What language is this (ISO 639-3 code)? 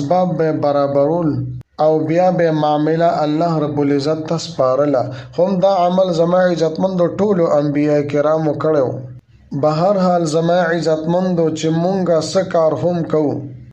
pus